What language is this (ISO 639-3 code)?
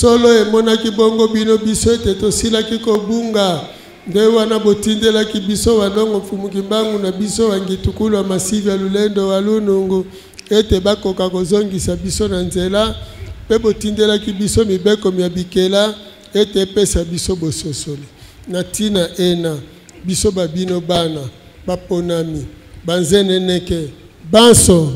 lin